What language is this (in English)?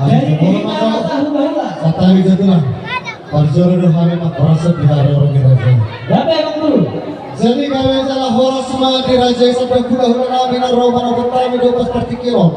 Batak Toba